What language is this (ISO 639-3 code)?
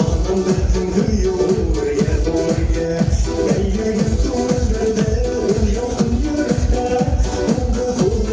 bak